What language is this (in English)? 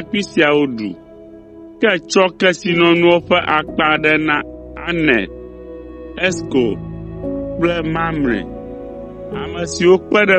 Ewe